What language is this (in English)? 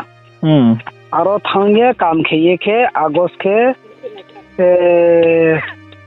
Riang (India)